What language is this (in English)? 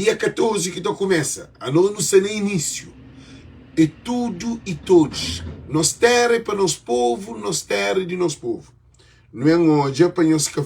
Kabuverdianu